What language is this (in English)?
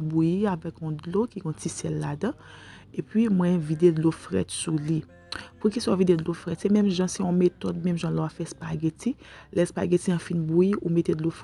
Haitian Creole